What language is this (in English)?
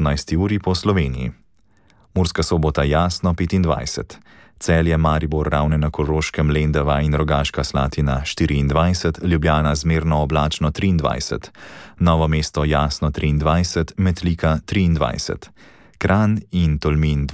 Slovenian